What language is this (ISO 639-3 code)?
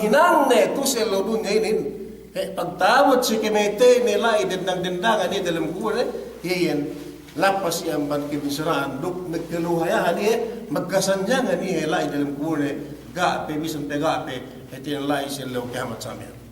yka